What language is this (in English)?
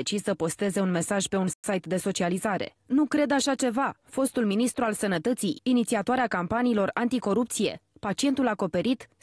Romanian